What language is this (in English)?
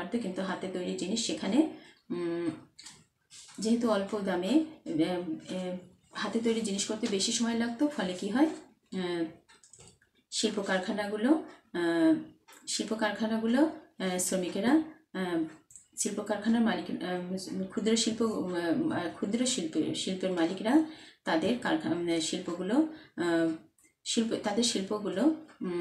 Bangla